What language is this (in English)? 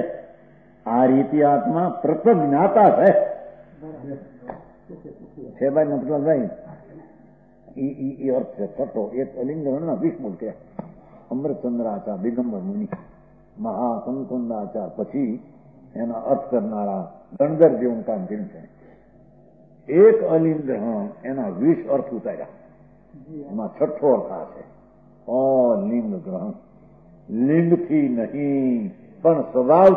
Gujarati